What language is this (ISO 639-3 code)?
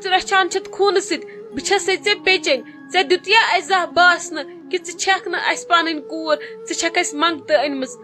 kas